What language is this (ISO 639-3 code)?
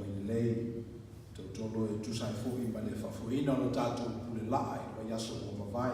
smo